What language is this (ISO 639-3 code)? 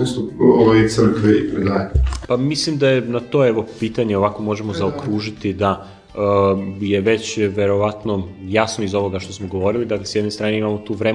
srp